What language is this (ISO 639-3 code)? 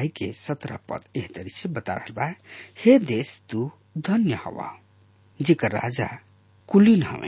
bho